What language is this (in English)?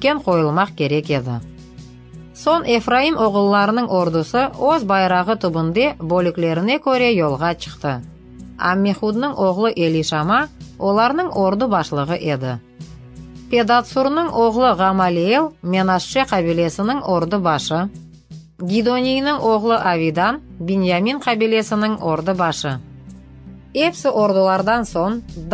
Crimean Tatar